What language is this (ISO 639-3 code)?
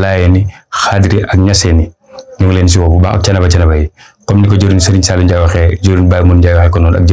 wol